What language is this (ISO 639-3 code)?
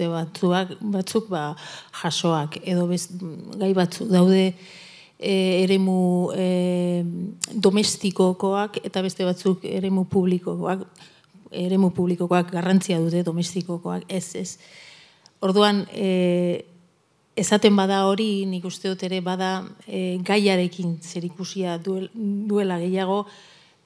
eus